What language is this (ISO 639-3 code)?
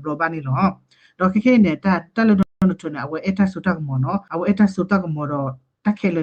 ksw